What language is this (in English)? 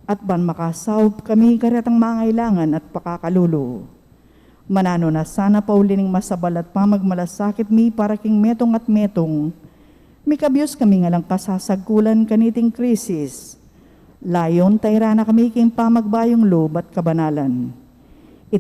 Pampanga